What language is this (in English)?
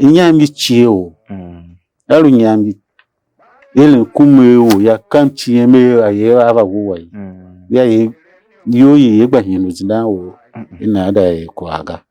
Tiv